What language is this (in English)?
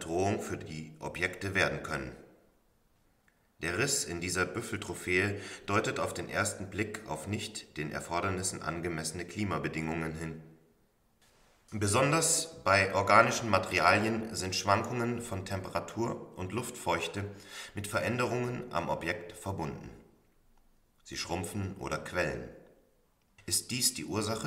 German